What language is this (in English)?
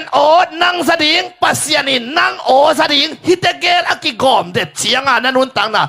Tedim Chin